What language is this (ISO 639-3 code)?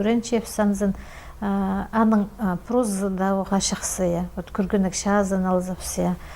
kjh